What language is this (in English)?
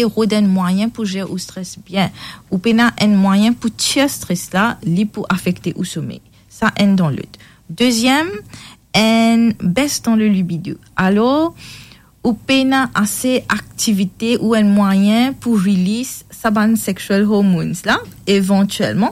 Morisyen